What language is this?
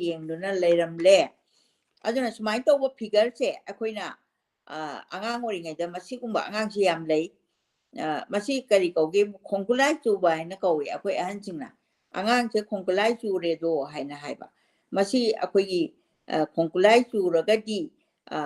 Manipuri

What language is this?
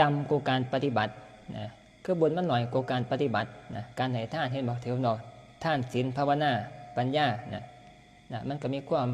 Northeastern Thai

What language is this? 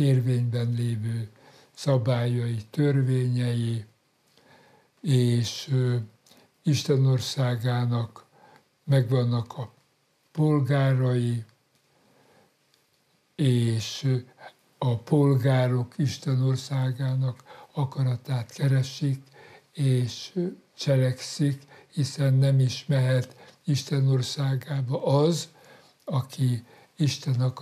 Hungarian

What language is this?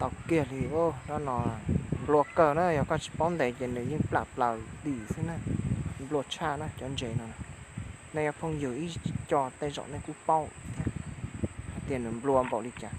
Hmong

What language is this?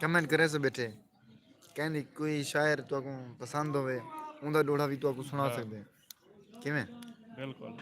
Saraiki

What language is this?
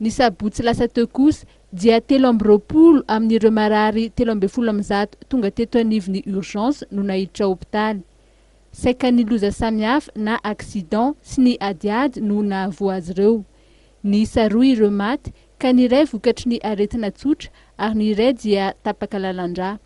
Malagasy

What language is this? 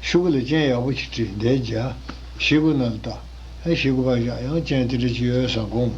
Tibetan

